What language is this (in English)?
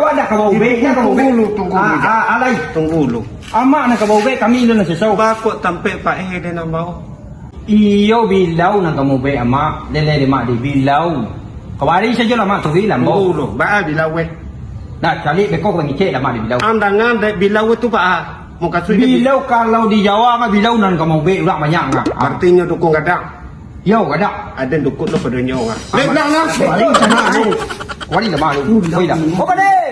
Minangkabau